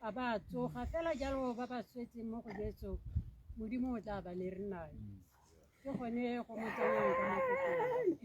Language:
Tswana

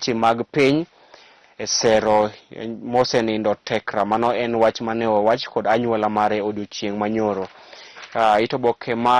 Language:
Luo (Kenya and Tanzania)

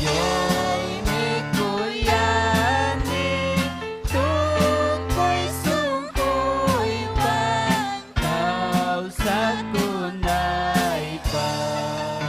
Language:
Ayacucho Quechua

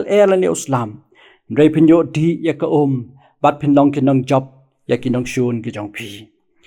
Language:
Khasi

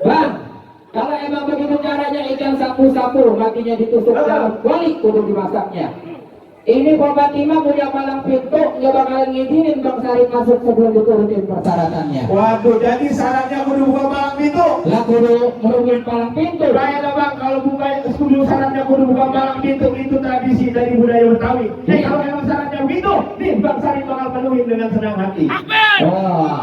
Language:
Betawi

